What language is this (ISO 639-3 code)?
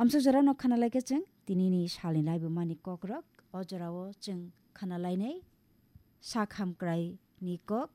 trp